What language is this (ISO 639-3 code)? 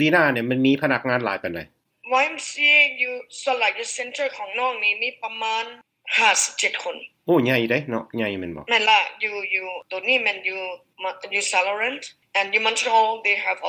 lao